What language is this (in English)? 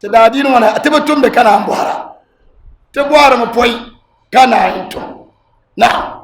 Dagbani